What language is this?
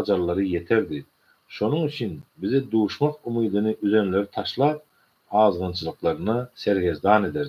Turkmen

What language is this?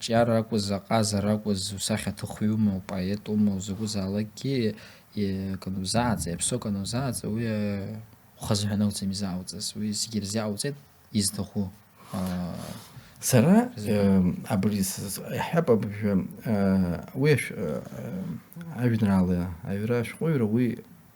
Abkhazian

